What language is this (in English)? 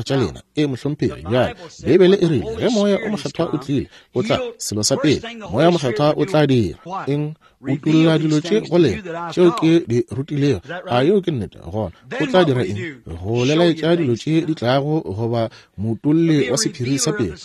Northern Sotho